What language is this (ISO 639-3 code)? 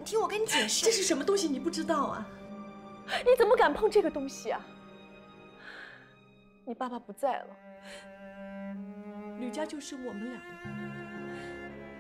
zho